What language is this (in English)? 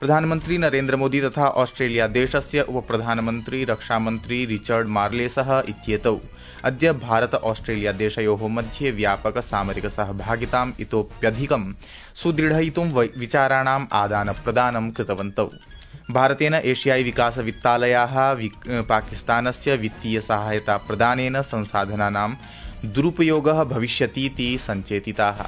Sanskrit